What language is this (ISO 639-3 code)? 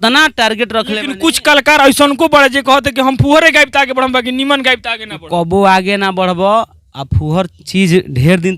bho